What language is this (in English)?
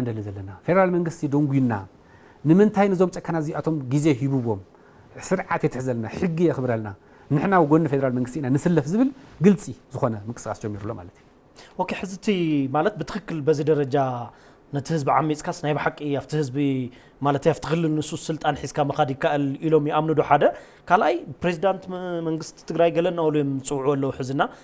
Tigrinya